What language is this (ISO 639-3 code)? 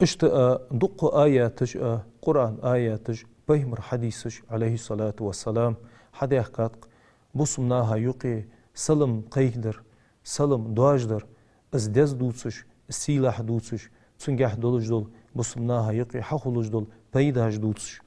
inh